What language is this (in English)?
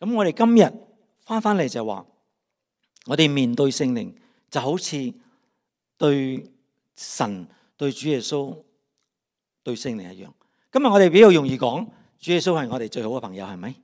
Cantonese